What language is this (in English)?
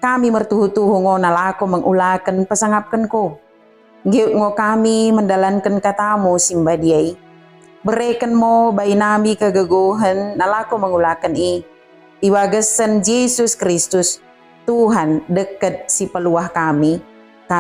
Batak Dairi